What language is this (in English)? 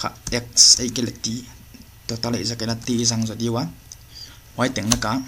Paite Chin